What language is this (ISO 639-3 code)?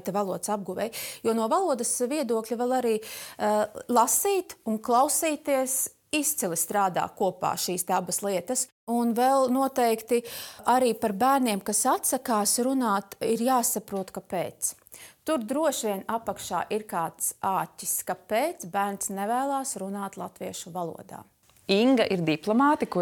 lav